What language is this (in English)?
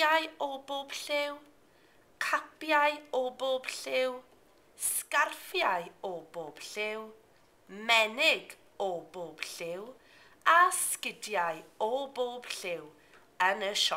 Welsh